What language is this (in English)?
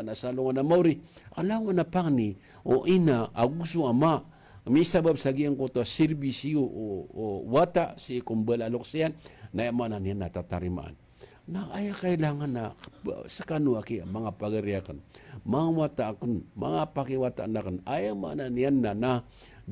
Maranao